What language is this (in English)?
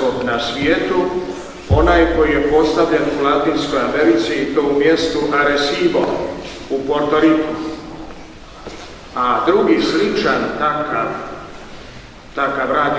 Croatian